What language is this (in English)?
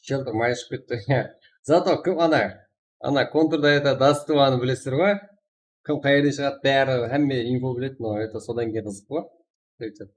Kara-Kalpak